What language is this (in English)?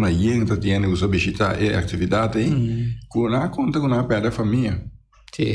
Papiamento